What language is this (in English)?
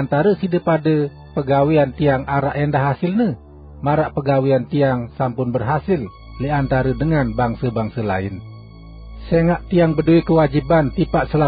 Sasak